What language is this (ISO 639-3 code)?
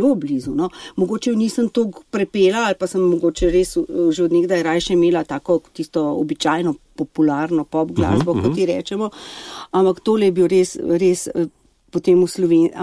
slv